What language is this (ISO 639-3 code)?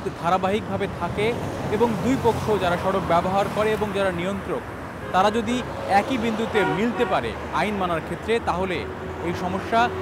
ben